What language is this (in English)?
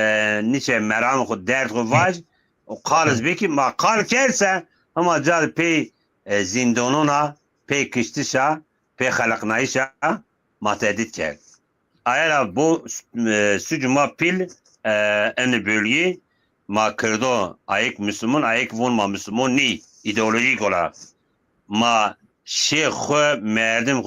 Zaza